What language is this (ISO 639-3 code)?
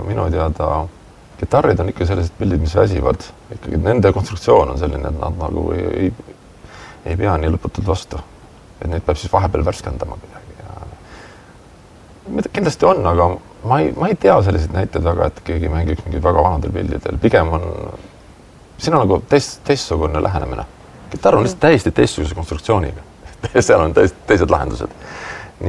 est